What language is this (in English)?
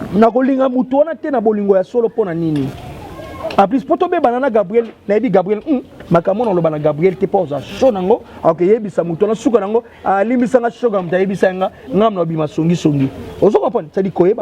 Lingala